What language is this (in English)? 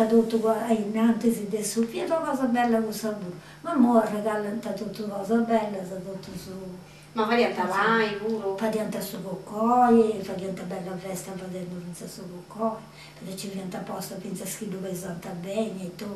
Sardinian